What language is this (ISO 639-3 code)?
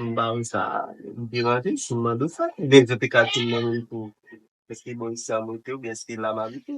hat